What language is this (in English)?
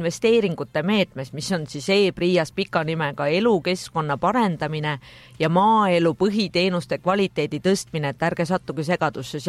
Estonian